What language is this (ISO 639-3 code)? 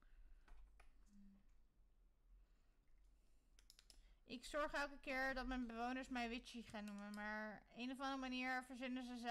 nld